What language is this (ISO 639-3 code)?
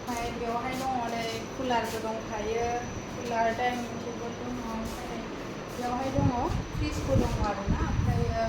brx